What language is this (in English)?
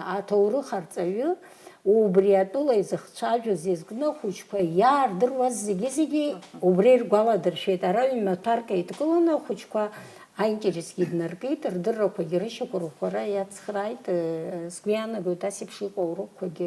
Abkhazian